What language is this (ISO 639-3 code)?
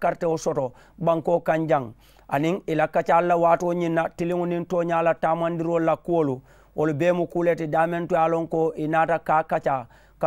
man